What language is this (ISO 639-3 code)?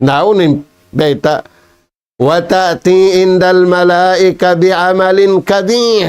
tsg